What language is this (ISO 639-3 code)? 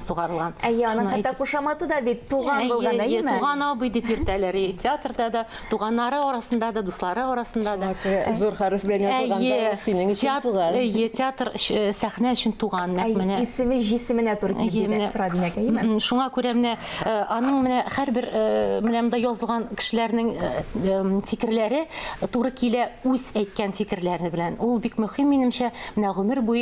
tat